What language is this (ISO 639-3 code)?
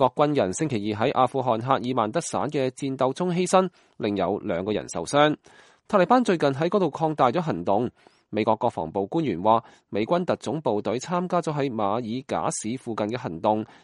yue